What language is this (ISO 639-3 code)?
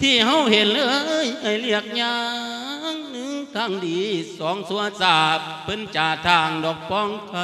lao